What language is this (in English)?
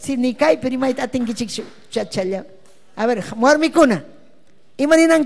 Ayacucho Quechua